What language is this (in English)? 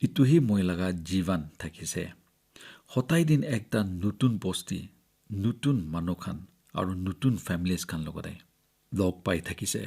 Naga Pidgin